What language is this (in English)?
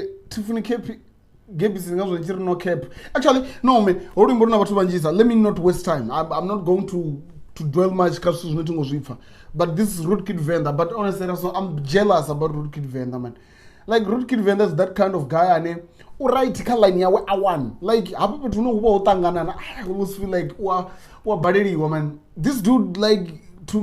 Venda